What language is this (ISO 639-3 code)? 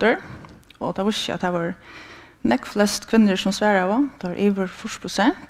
fao